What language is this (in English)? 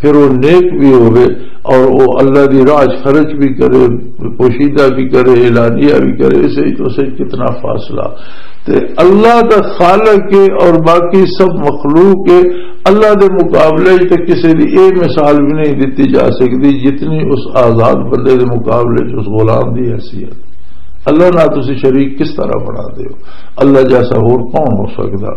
Western Panjabi